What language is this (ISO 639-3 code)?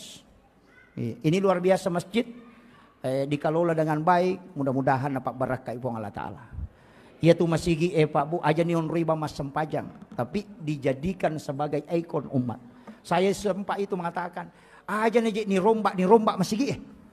bug